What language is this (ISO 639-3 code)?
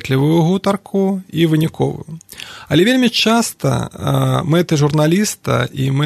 bel